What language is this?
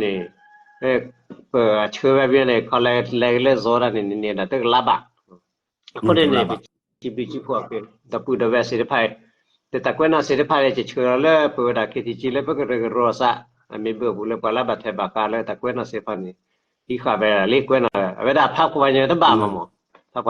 S'gaw Karen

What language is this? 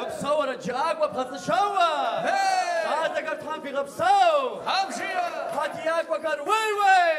Kabardian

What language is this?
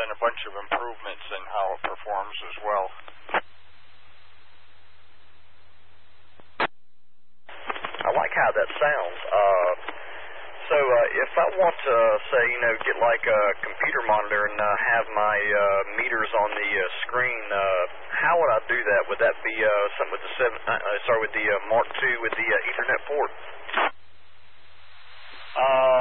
English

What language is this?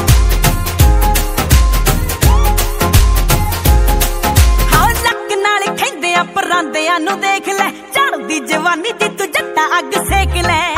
Punjabi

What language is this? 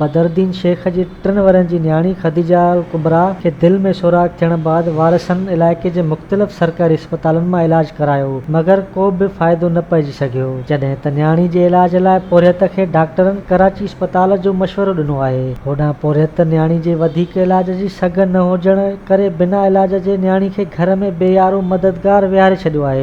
Sindhi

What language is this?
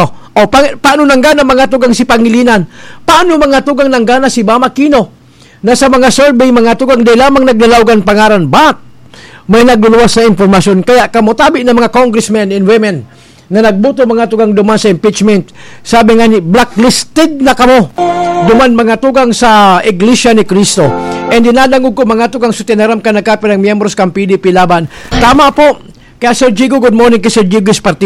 Bikol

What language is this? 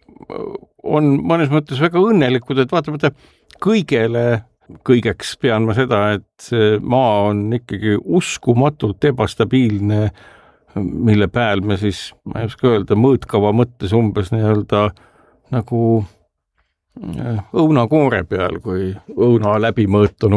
Estonian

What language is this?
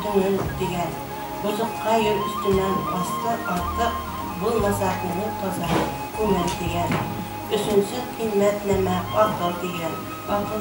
Bashkir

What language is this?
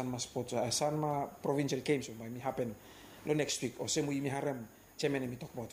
Bislama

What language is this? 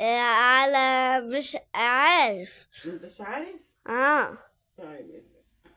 Egyptian Arabic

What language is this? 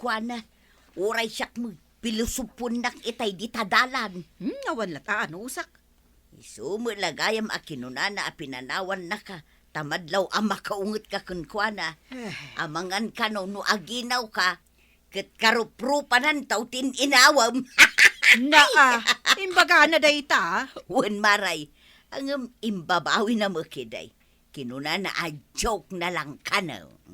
Iloko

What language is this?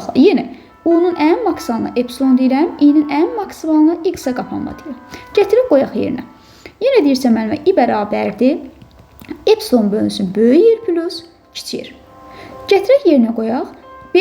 Azerbaijani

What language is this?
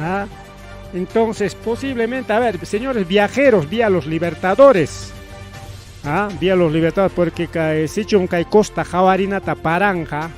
Ayacucho Quechua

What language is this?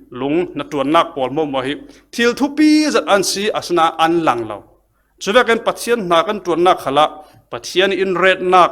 Falam Chin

